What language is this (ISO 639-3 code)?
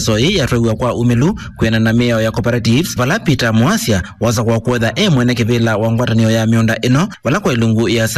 kam